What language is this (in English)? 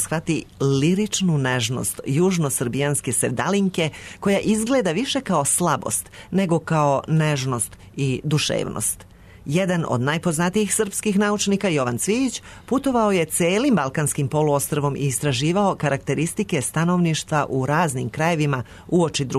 Serbian